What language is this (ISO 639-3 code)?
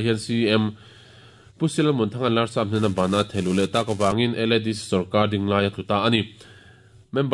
lus